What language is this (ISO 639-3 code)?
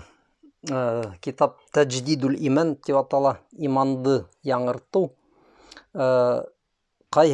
bak